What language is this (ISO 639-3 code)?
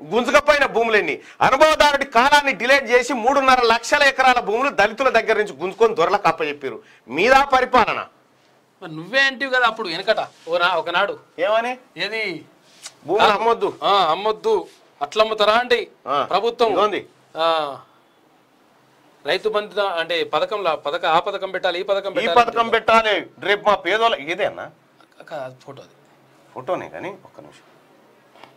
tel